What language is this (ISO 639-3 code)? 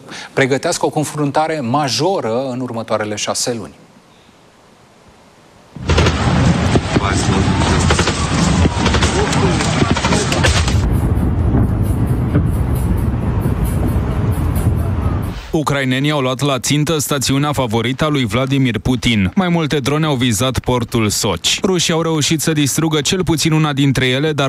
ron